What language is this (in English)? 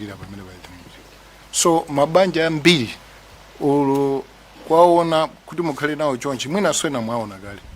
Nyanja